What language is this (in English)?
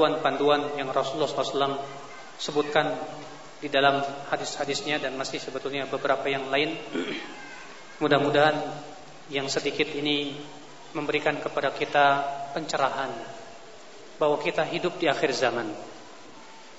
Indonesian